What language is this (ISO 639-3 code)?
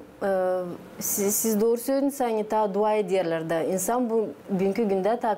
gag